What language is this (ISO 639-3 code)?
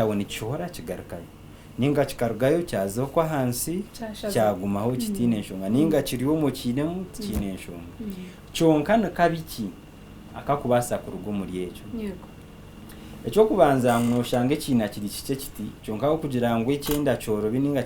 nyn